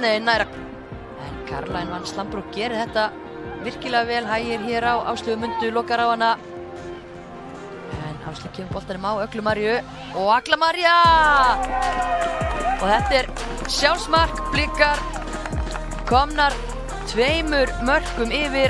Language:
Icelandic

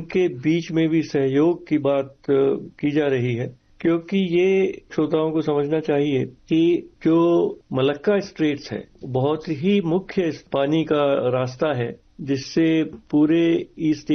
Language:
Hindi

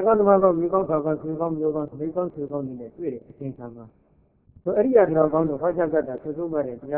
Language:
Burmese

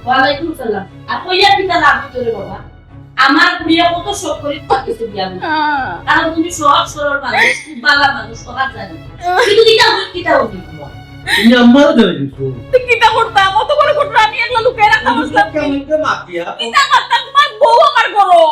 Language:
Sylheti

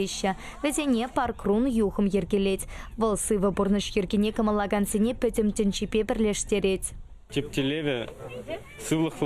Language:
Chuvash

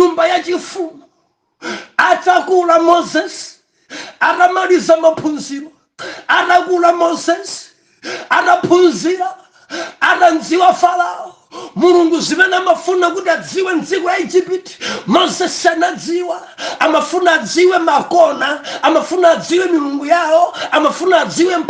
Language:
Nyanja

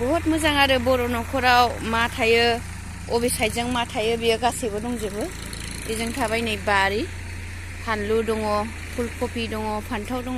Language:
Bodo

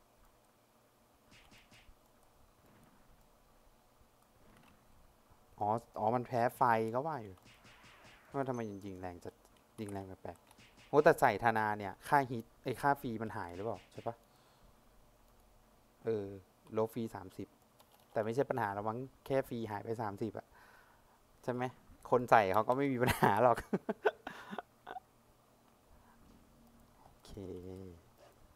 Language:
Thai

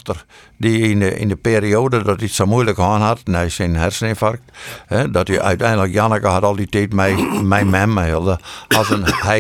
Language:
Western Frisian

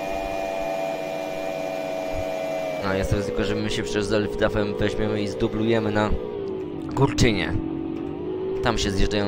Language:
Polish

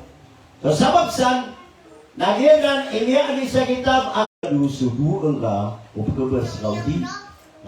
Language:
Maranao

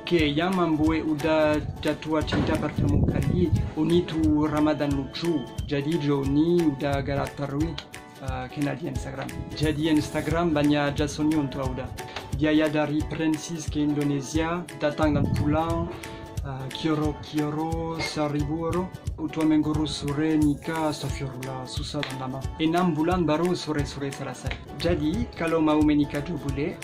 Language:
Minangkabau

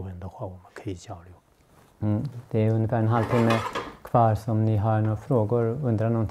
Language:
Swedish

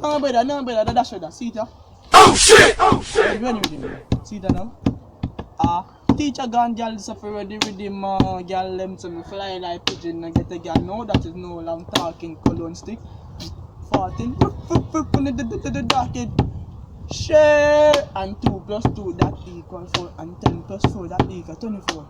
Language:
Jamaican Creole English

